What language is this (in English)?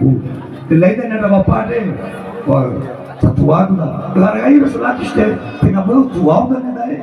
Nias